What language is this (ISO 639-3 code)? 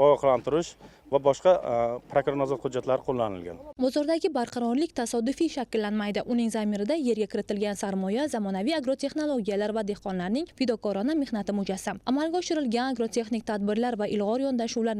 uzb